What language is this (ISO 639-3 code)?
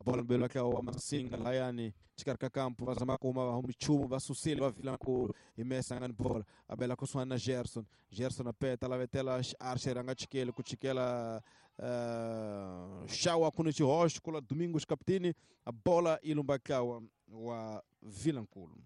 tso